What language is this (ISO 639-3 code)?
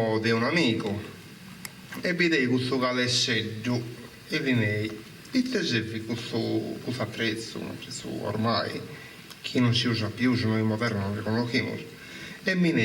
srd